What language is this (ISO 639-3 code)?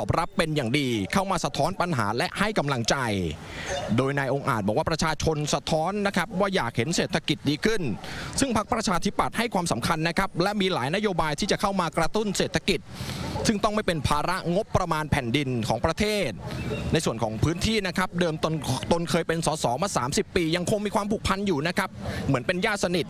tha